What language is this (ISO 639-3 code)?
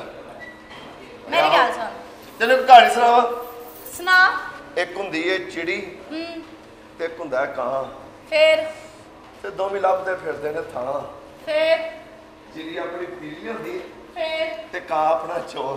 pan